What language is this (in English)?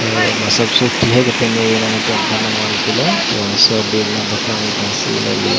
Karbi